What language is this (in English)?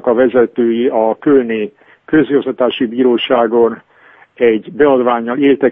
Hungarian